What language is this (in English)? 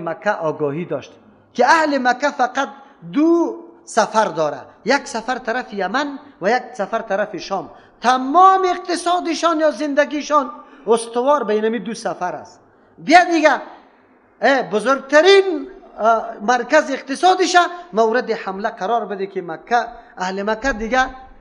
Persian